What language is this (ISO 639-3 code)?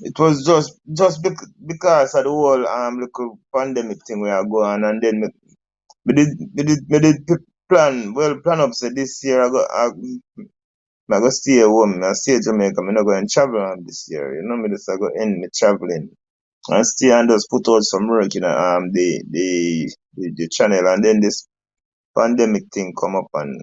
jam